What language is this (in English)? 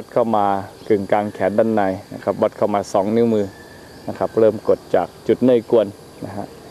Thai